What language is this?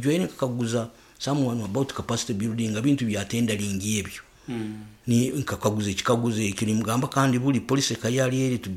Nyoro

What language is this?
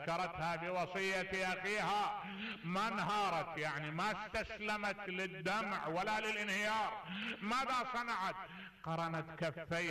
Mesopotamian Arabic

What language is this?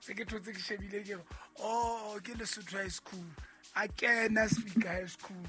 Southern Sotho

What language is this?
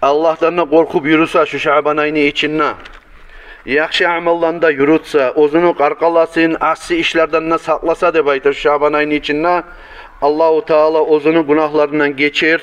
Kumyk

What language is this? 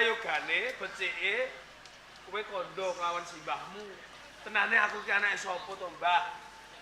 Javanese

